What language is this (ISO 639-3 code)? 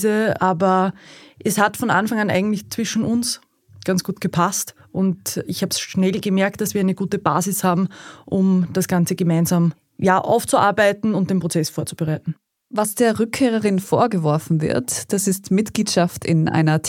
deu